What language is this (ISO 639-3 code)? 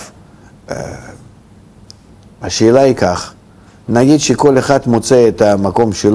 heb